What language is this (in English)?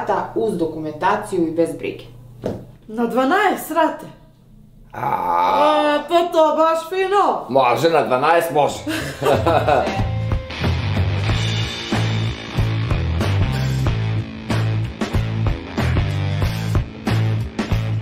Serbian